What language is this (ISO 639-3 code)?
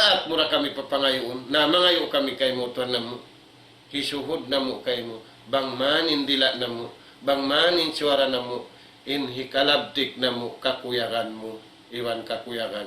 tsg